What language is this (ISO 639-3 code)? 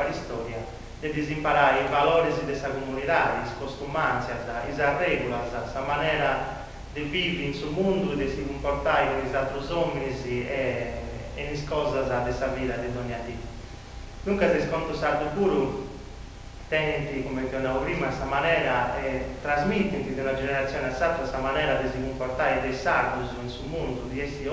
srd